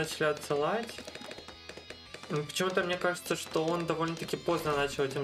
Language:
Russian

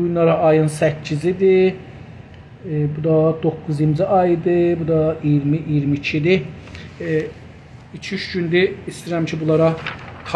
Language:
South Azerbaijani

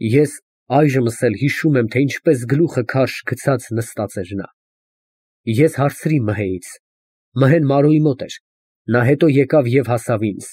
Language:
Armenian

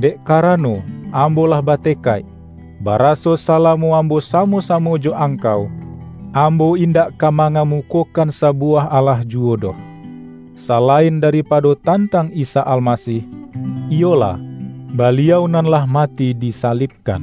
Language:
Minangkabau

